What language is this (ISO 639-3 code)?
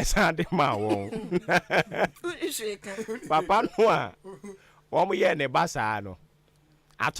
aka